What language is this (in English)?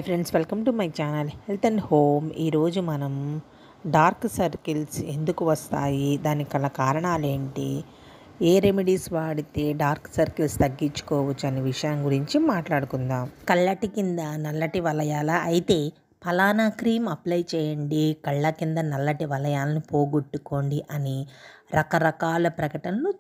Telugu